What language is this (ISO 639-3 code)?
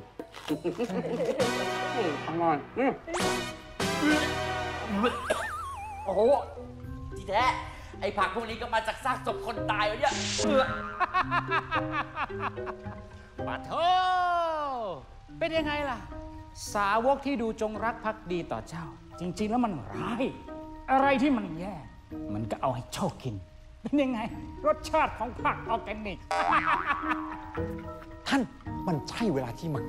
tha